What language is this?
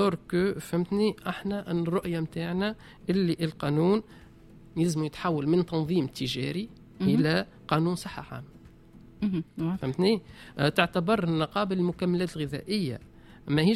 Tunisian Arabic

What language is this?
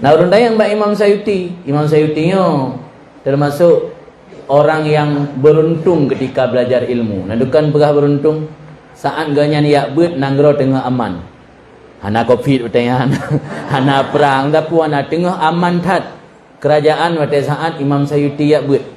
Achinese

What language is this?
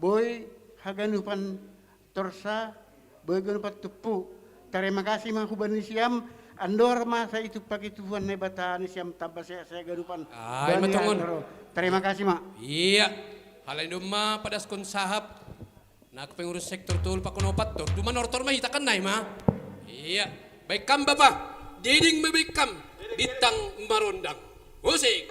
Batak Simalungun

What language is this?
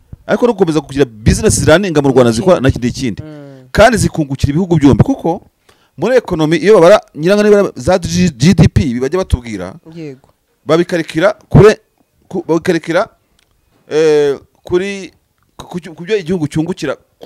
Kinyarwanda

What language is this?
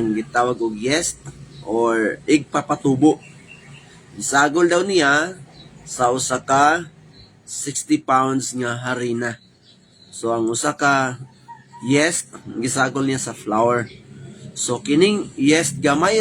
Cebuano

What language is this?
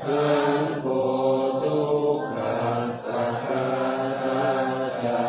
Pali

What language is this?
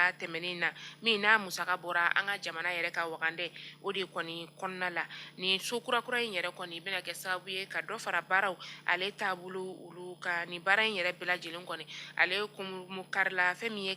Bambara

